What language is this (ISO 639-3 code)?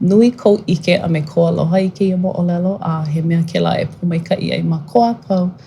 haw